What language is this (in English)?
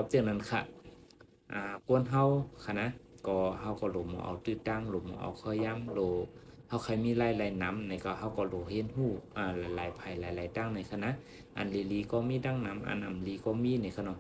Shan